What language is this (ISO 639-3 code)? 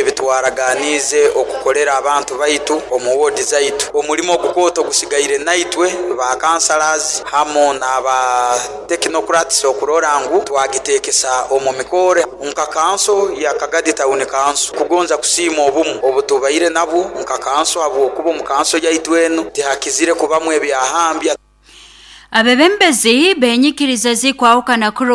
nyo